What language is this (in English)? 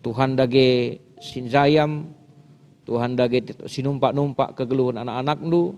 Batak Karo